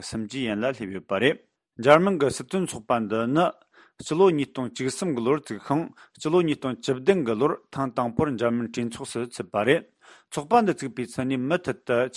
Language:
Tibetan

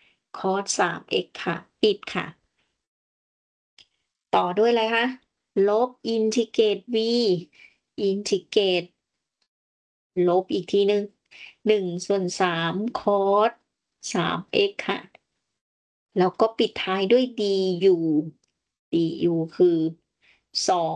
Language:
Thai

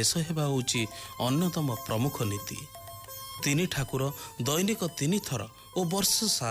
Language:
Odia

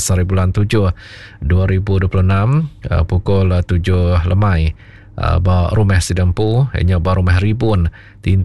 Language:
Iban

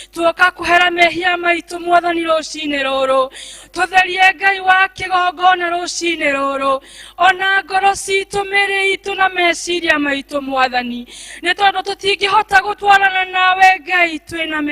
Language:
Kikuyu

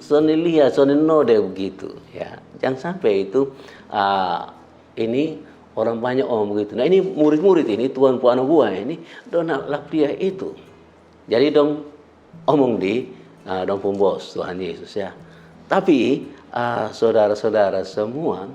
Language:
Kupang Malay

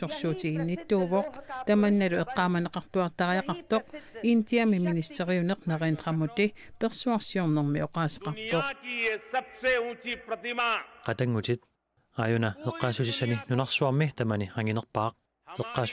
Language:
Kalaallisut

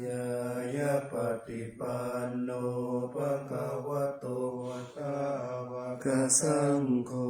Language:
Pali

